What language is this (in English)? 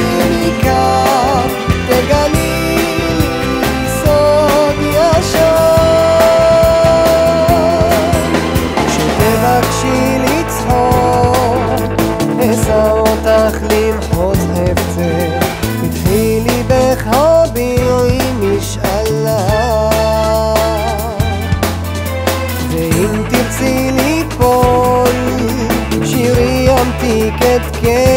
Hebrew